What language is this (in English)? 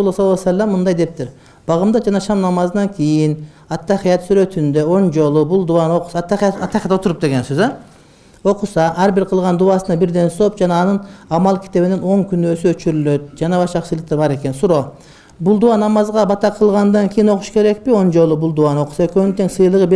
Kyrgyz